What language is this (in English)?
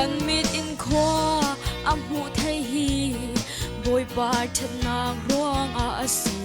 Falam Chin